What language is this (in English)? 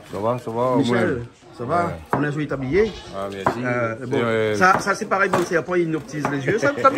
Réunion Creole French